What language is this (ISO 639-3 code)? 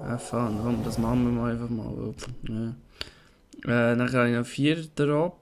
gsw